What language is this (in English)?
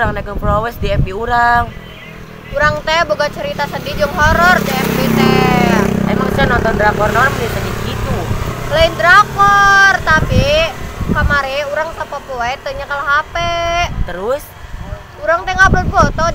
Sundanese